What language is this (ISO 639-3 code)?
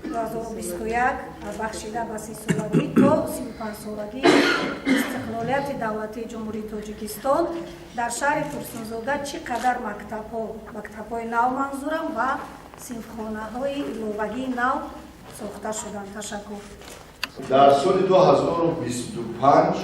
tgk